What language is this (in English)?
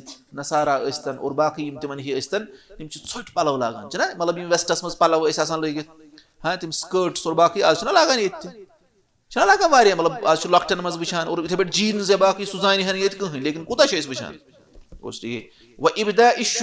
Kashmiri